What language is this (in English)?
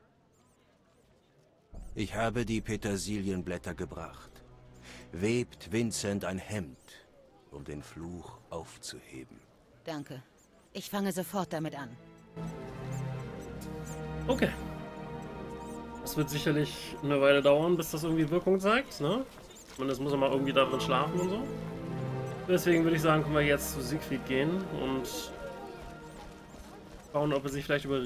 German